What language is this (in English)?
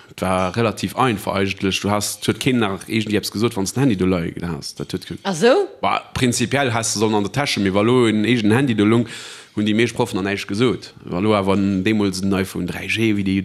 Luxembourgish